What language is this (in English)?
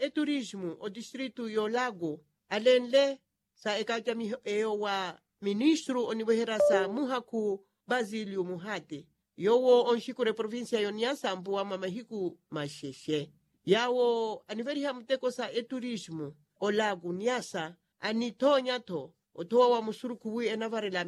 Makhuwa